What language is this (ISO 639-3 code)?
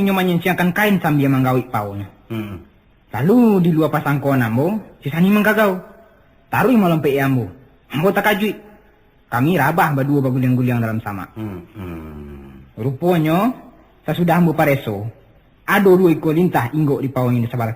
min